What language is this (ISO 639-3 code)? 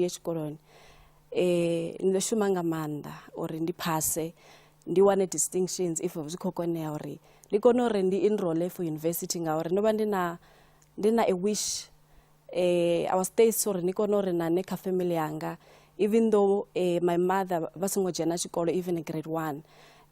ven